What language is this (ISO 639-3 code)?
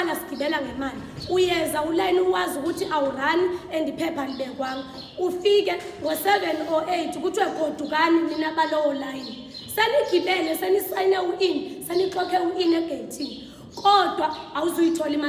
zul